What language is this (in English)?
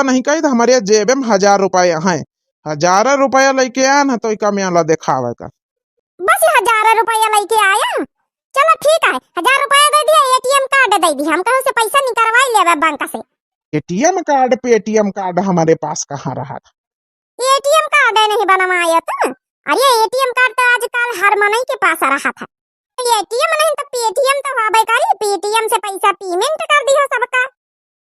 Awadhi